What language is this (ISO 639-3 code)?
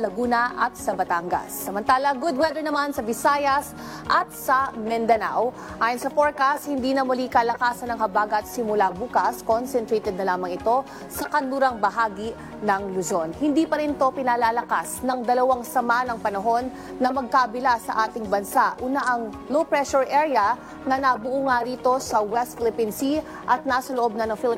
fil